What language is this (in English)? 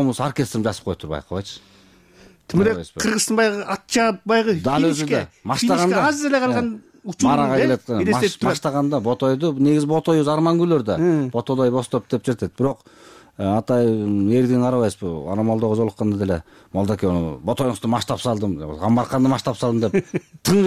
Kyrgyz